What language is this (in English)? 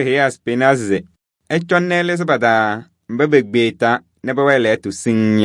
Kabiyè